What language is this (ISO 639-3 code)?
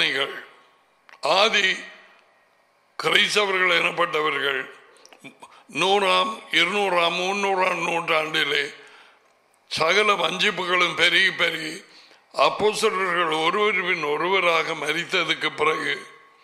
tam